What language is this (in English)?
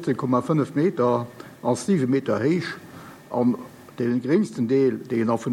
Luxembourgish